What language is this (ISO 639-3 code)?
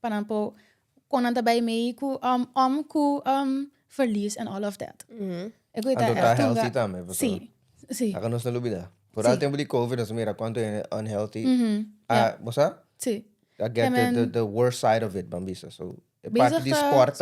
pap